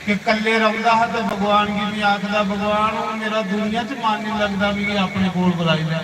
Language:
Dogri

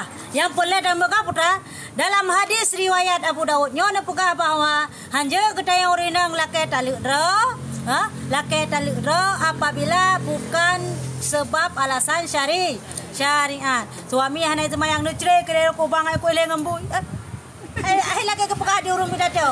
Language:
Achinese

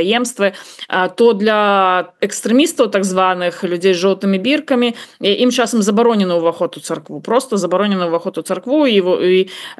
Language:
Belarusian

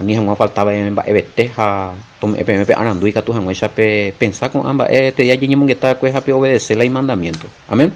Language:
Guarani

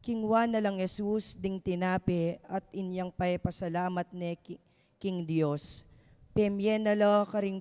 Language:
Pampanga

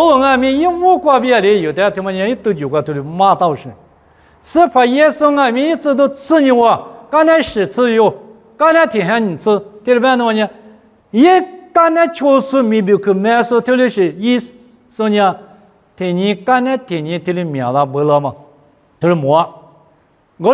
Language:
Lisu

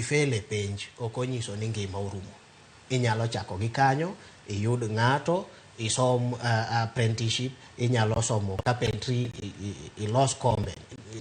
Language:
Luo (Kenya and Tanzania)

